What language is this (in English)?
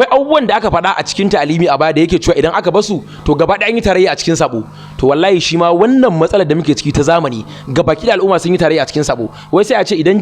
Hausa